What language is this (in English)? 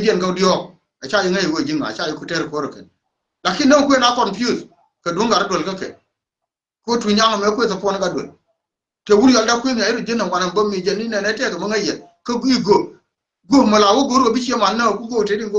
Nuer